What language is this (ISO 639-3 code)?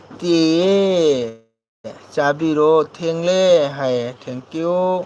mni